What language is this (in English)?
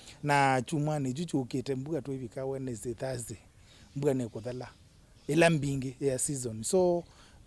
Kamba